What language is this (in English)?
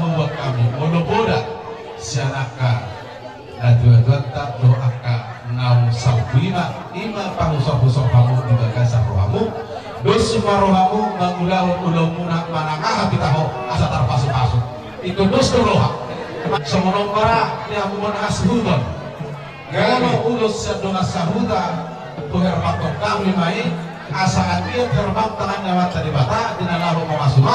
Batak Toba